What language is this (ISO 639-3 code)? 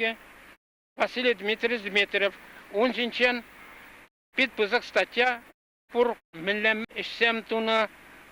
chv